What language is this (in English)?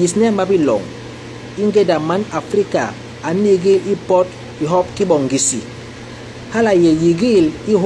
Basaa